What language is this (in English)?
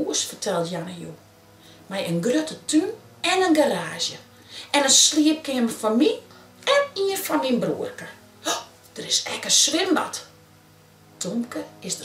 Western Frisian